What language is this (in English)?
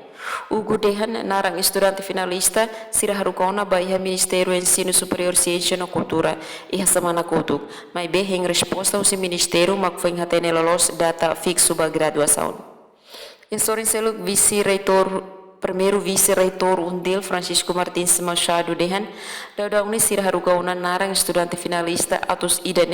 Tetum